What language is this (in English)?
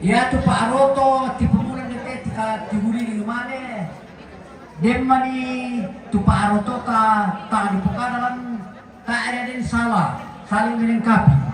Toraja-Sa'dan